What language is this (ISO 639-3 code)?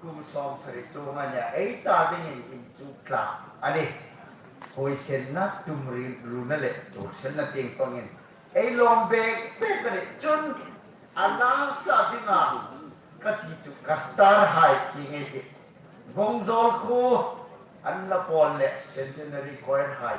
hmr